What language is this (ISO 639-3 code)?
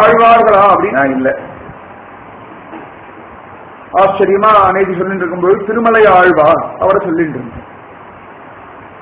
tam